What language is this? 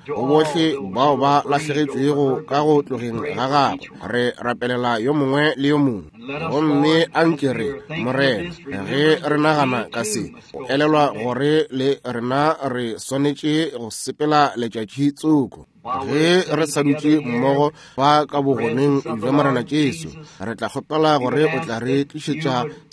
Northern Sotho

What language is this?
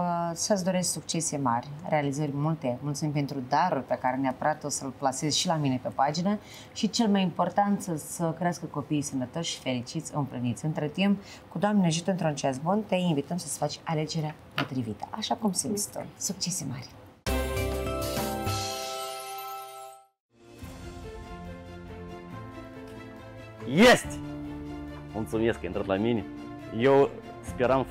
Romanian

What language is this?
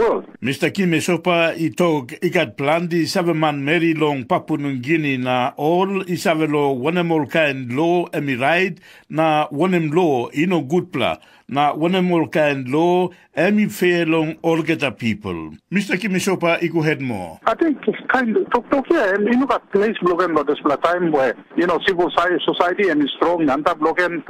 Tok Pisin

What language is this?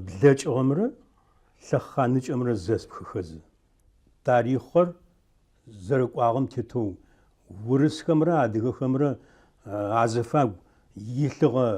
Adyghe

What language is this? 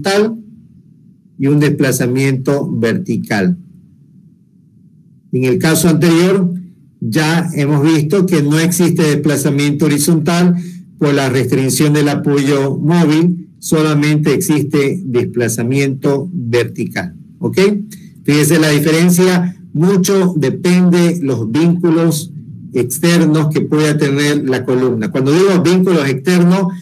Spanish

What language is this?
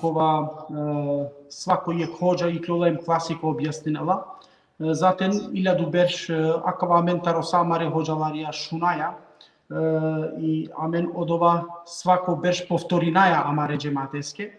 Balkan Romani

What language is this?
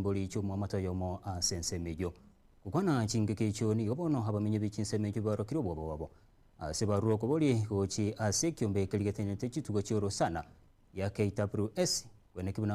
Gusii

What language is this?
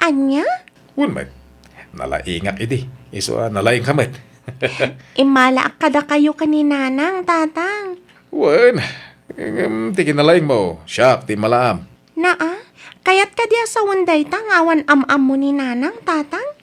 Iloko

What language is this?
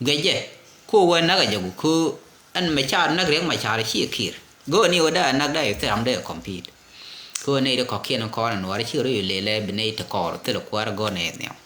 Nuer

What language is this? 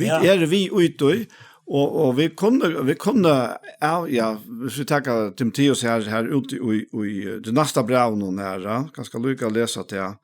Faroese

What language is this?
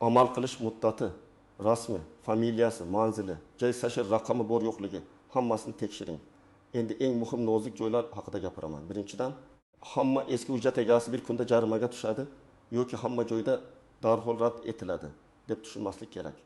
Uzbek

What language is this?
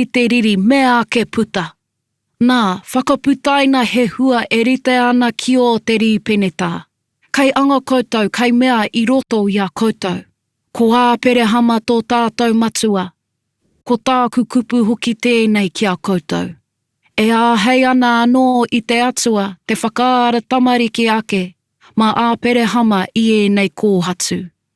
Māori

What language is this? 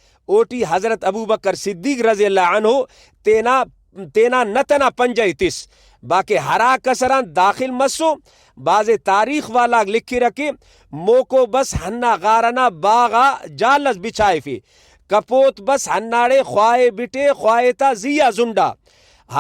Brahui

